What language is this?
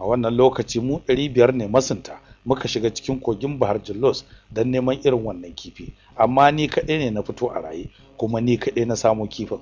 Hausa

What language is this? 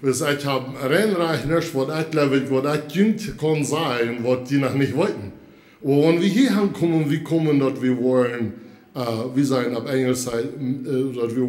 Plautdietsch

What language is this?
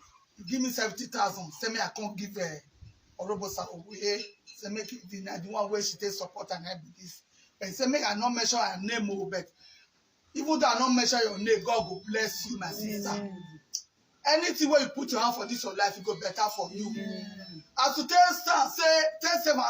Nigerian Pidgin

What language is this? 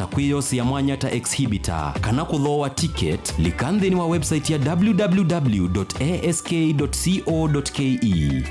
Kamba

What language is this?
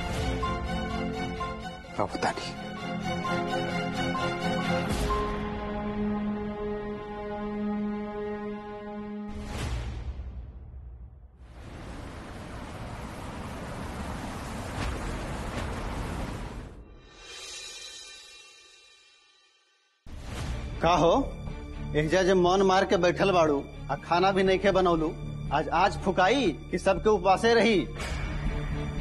Bhojpuri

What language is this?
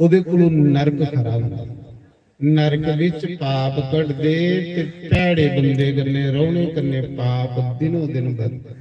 Dogri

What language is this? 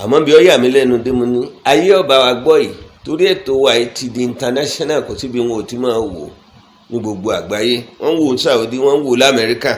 Yoruba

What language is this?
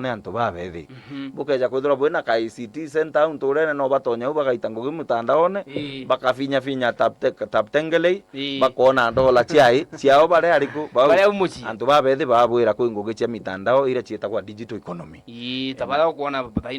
Meru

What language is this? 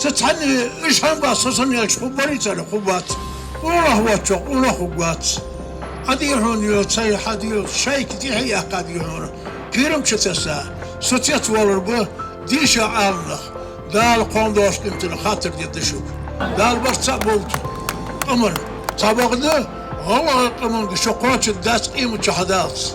Ingush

